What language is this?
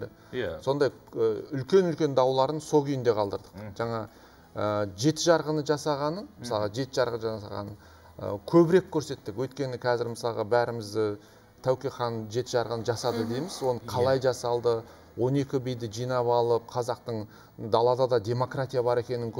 Kazakh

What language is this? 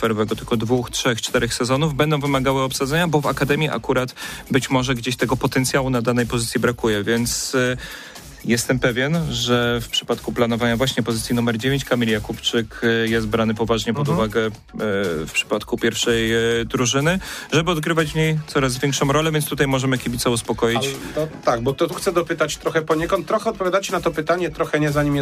Polish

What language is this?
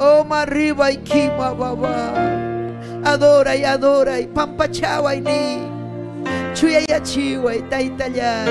Ayacucho Quechua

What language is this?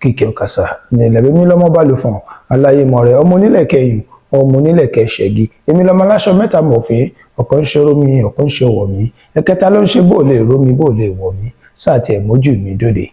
Yoruba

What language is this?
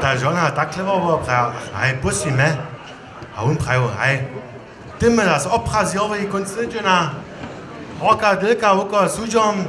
Upper Sorbian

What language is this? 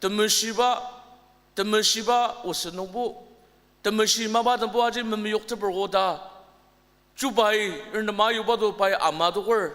Ao Naga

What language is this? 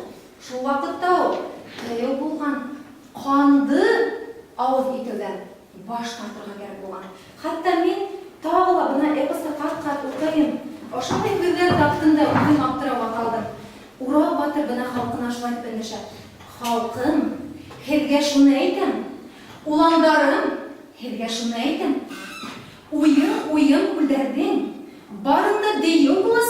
Bashkir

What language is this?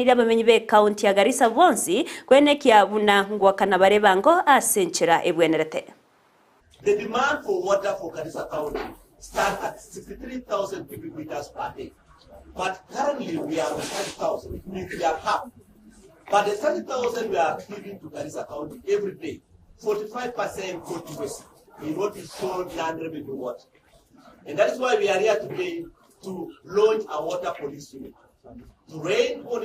Gusii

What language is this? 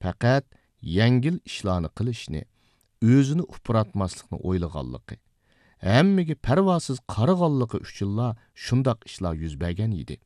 Uyghur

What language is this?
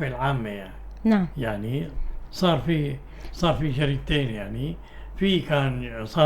North Levantine Arabic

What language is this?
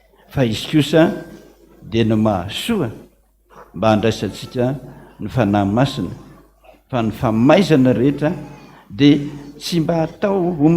Malagasy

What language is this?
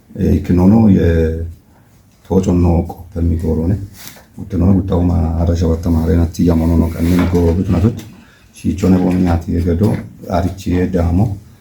Kafa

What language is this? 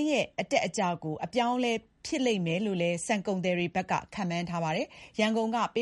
Burmese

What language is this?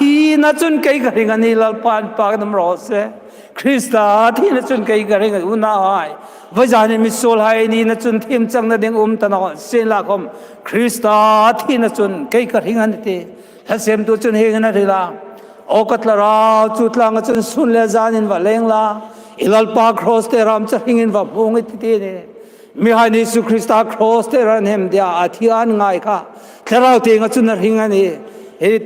Hmar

